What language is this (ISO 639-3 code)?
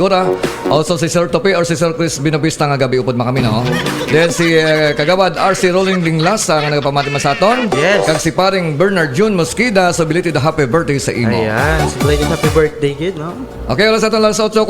hil